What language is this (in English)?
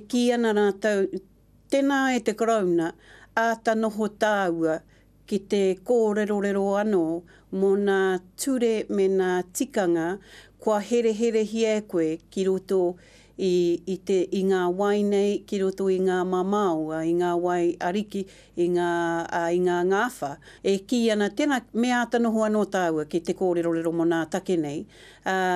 Māori